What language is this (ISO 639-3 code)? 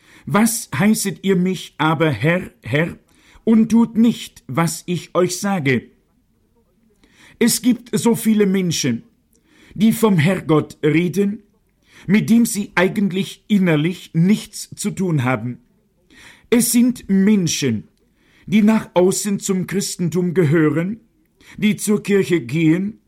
deu